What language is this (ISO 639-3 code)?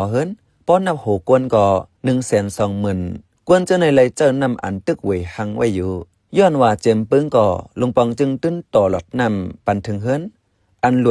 shn